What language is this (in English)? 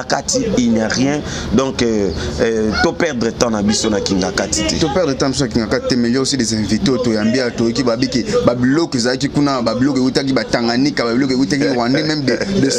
Lingala